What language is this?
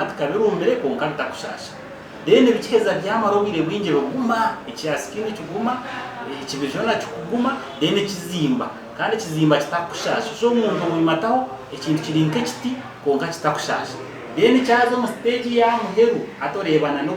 Nyankole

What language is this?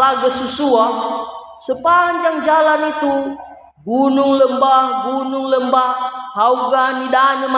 Nias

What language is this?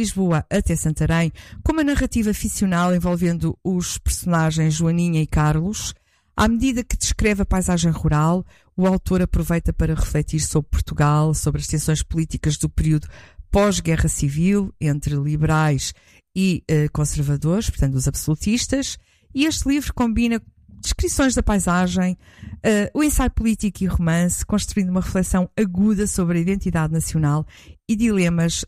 Portuguese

